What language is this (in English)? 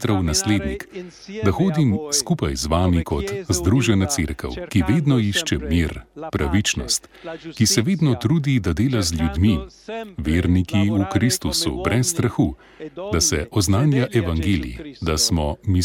Slovenian